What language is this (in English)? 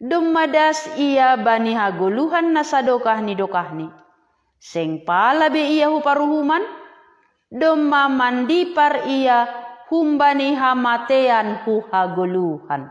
Batak Simalungun